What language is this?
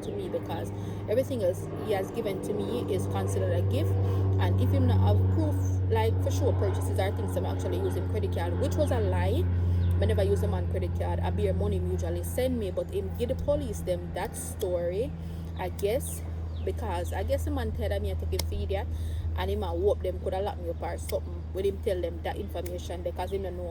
Jamaican Creole English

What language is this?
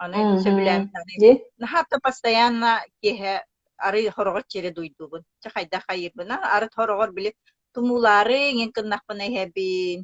Yakut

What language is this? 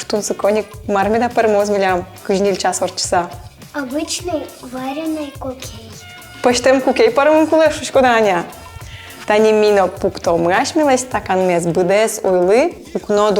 Udmurt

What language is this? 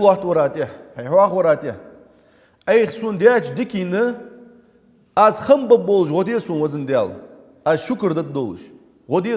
Ingush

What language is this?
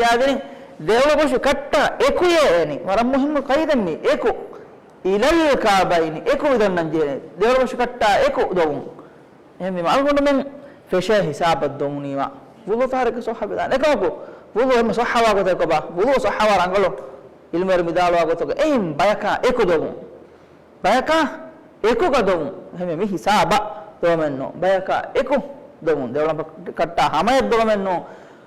Divehi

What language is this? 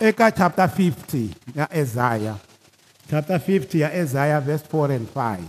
Tsonga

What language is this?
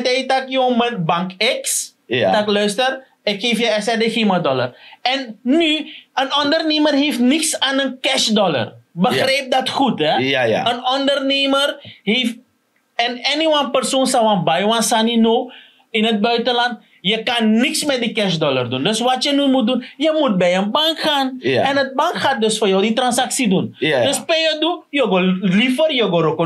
Sranan Tongo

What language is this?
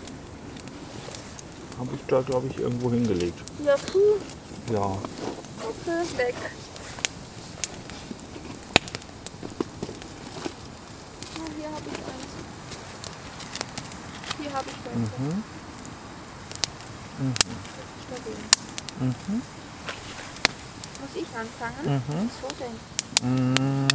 German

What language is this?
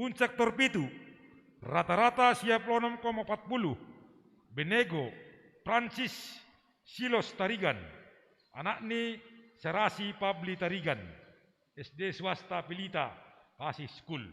Batak Simalungun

